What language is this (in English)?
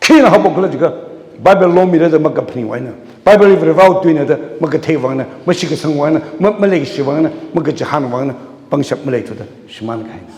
Tangkhul Naga (India)